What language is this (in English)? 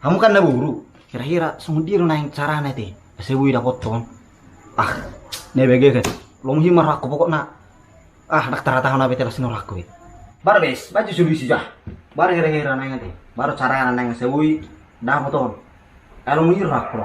Batak Toba